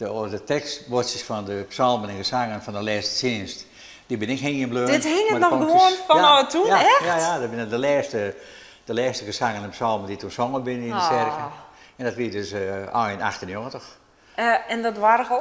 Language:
Western Frisian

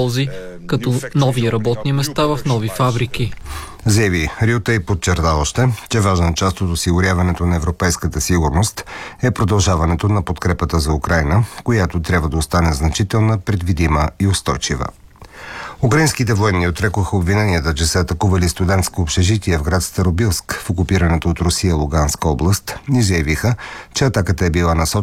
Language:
Bulgarian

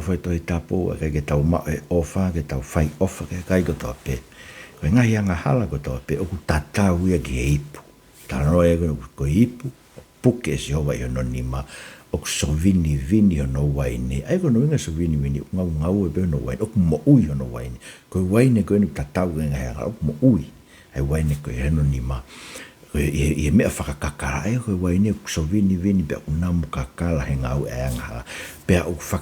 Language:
Tongan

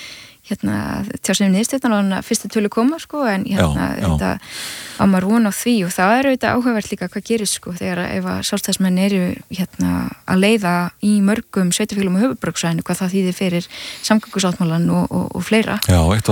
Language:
Icelandic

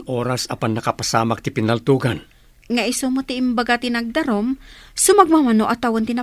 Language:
Iloko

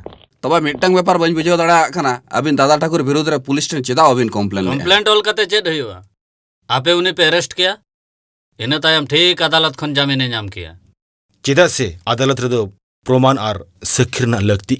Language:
Santali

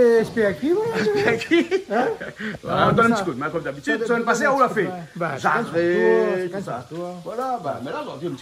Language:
Réunion Creole French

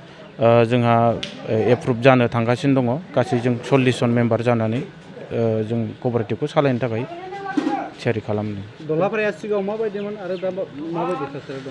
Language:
Bodo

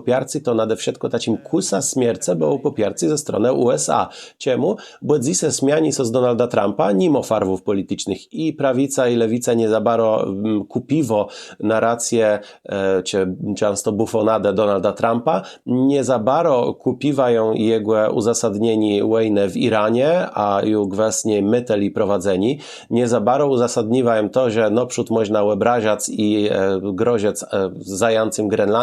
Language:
Kashubian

